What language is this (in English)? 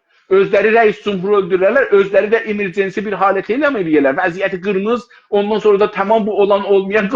South Azerbaijani